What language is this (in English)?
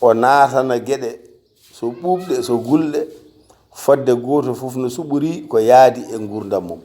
Fula